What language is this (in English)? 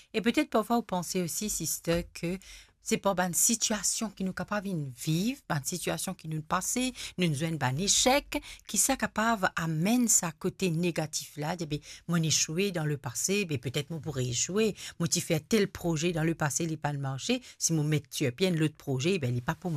Morisyen